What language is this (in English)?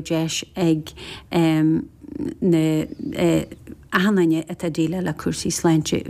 Irish